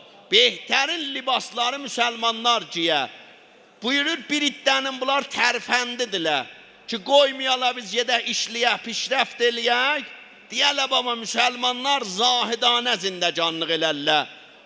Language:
South Azerbaijani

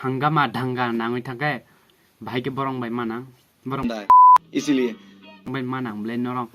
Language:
Kok Borok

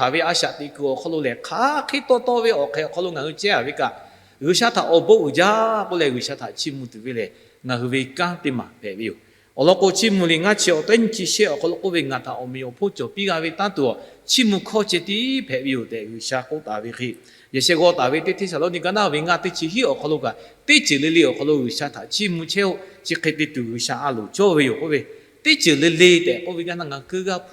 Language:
Lahu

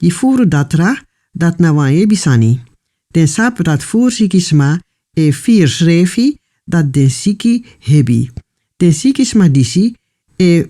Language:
Sranan Tongo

